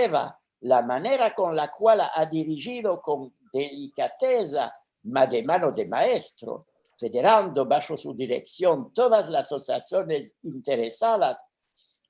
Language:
Ladino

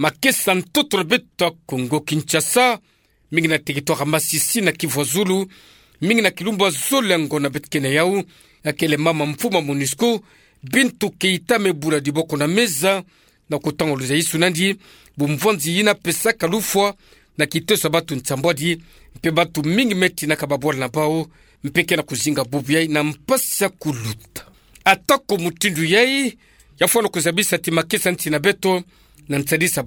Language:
Kituba (Democratic Republic of Congo)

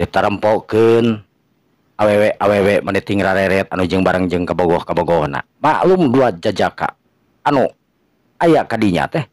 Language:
Sundanese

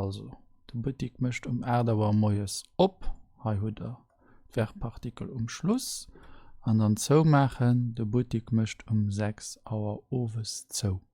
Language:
Luxembourgish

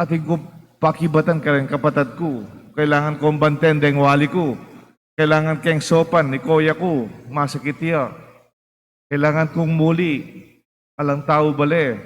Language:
Pampanga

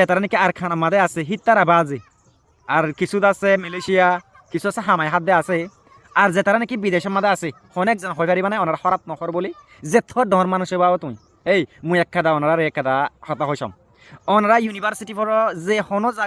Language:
Rohingya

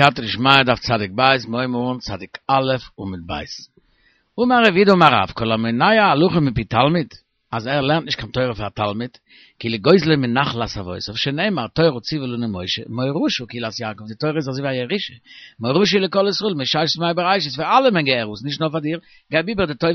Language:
Yiddish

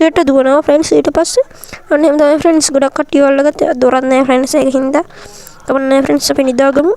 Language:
Sinhala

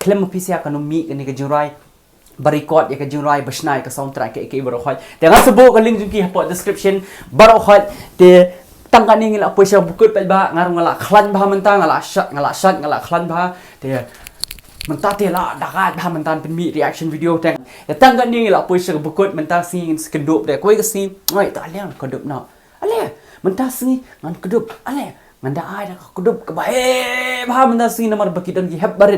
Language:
Khasi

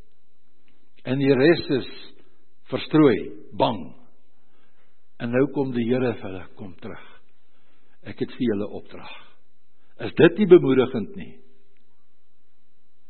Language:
Afrikaans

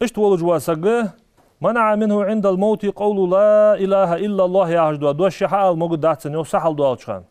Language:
Ingush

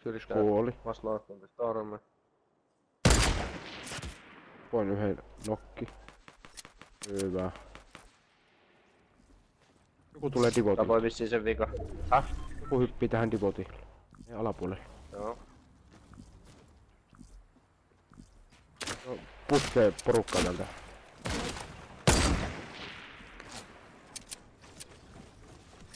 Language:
Finnish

